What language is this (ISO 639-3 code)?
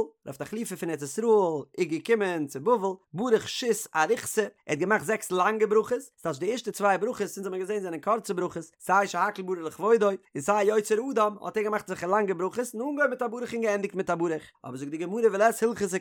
yid